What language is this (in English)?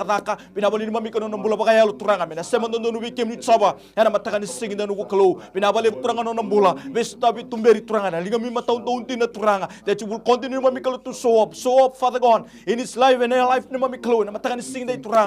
Fijian